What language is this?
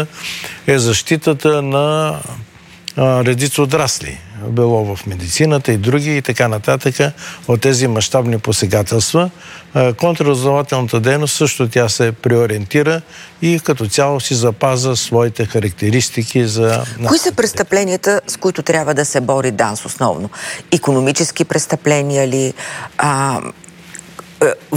Bulgarian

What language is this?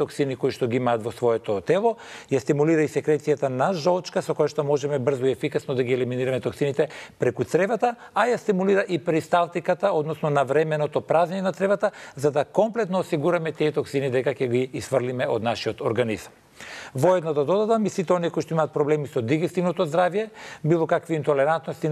Macedonian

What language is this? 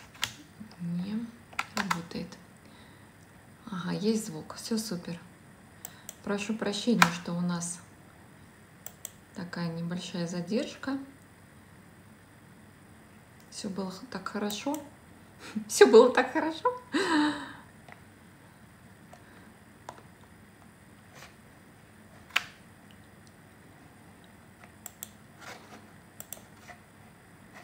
Russian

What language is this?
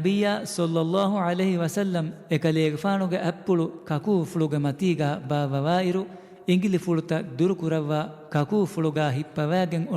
Divehi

